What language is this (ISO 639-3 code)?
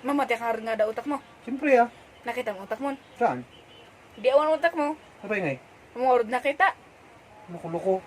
ilo